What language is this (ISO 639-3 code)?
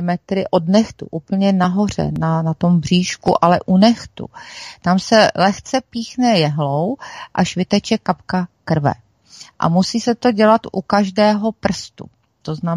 ces